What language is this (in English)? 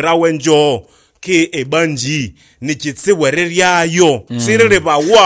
Nande